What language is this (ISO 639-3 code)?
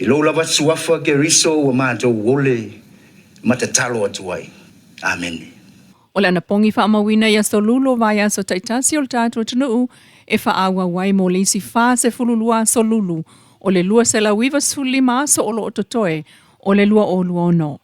smo